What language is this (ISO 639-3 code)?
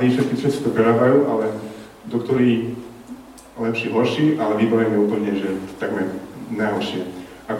slk